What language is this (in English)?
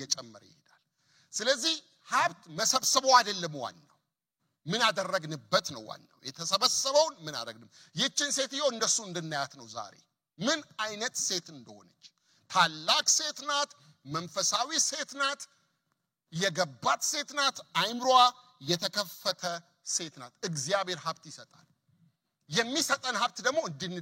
Amharic